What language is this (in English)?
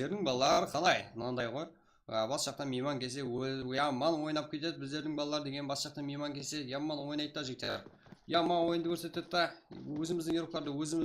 Kara-Kalpak